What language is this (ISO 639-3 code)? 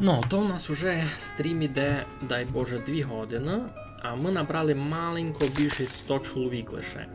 rue